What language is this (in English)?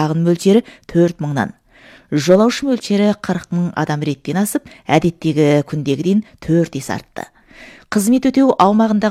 Kazakh